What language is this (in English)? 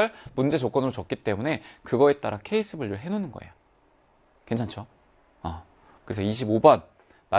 Korean